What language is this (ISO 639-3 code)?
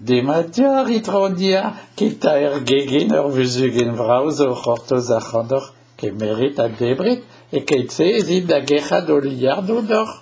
bre